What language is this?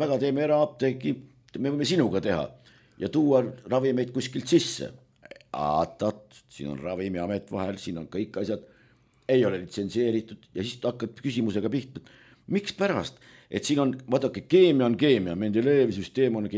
Estonian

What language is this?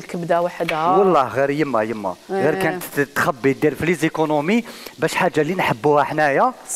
Algerian Arabic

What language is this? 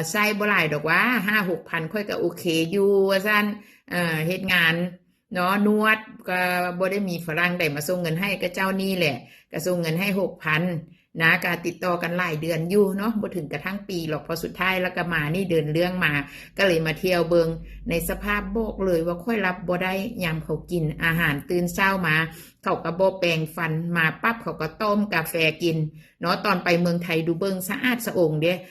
Northeastern Thai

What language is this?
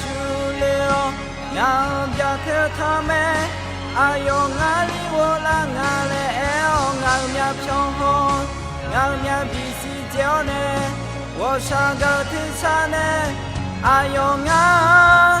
Akha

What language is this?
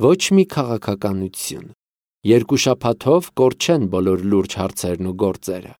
Armenian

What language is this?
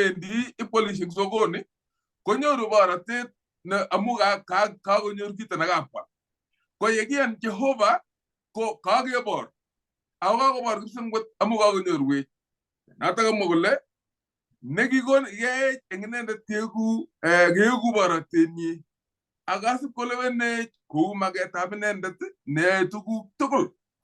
Kalenjin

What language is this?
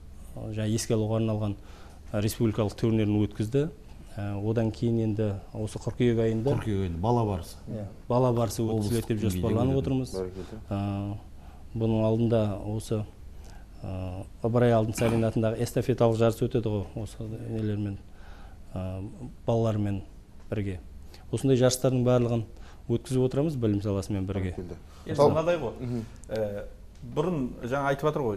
Kazakh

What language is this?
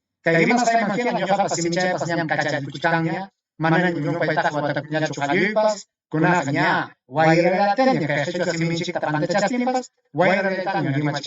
Ayacucho Quechua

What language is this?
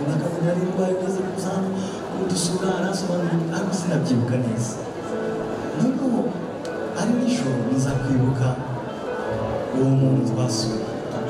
Kinyarwanda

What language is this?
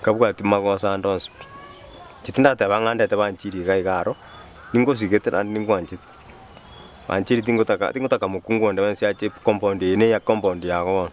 Gusii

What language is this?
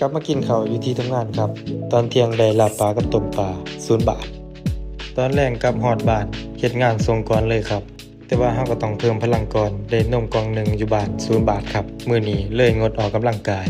Northeastern Thai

